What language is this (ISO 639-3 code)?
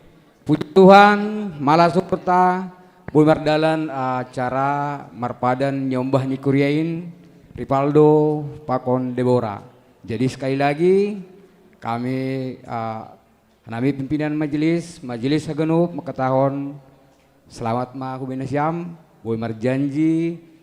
bts